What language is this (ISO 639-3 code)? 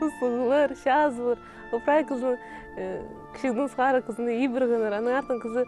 kjh